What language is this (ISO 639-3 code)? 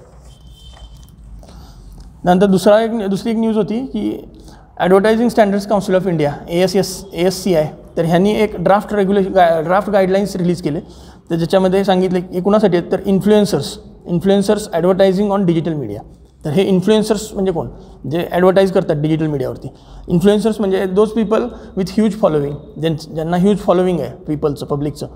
mar